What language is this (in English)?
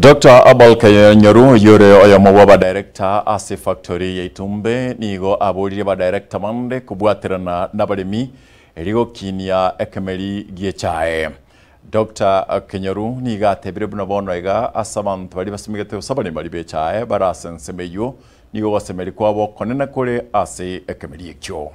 Gusii